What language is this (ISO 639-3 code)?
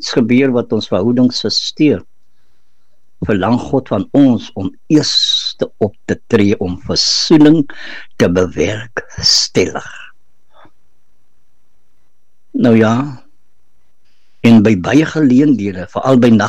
afr